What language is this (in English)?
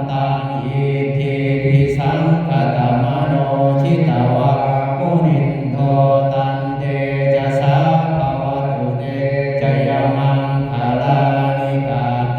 Pali